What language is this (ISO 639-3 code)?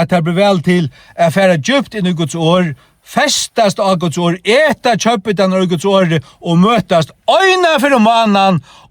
fao